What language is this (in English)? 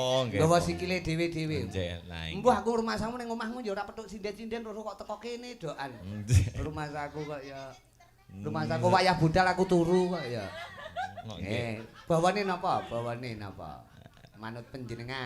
Javanese